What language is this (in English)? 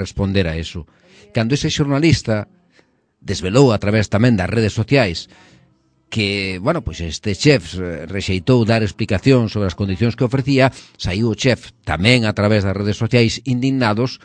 Galician